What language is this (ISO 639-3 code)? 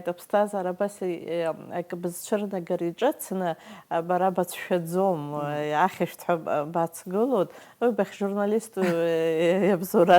abk